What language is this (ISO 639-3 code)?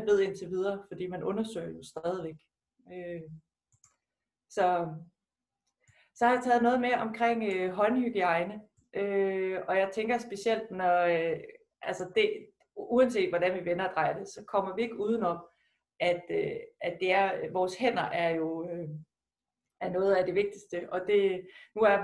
dan